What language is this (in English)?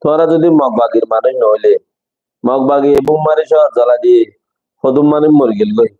Rohingya